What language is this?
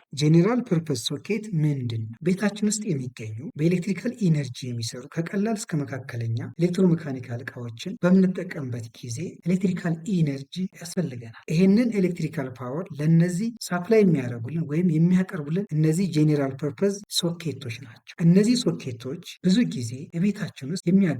Amharic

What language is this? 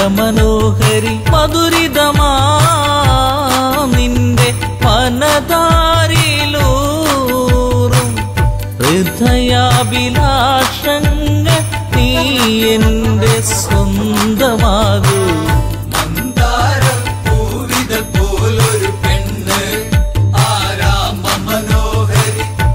Malayalam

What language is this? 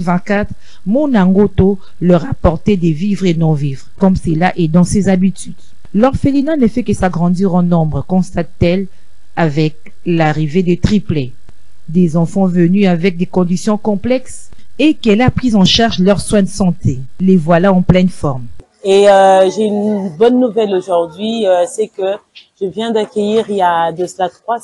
French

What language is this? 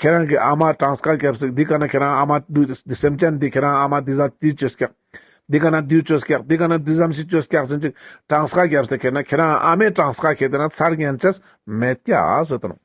Ladakhi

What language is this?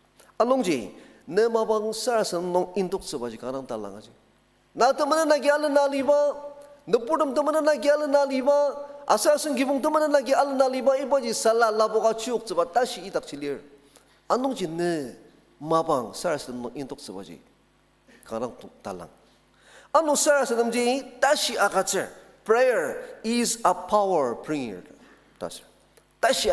Ao Naga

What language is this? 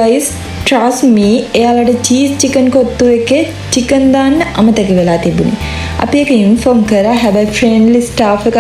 Sinhala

